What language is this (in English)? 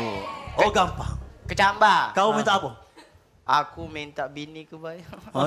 Musi